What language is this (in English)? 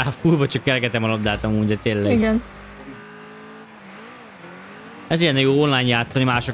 Hungarian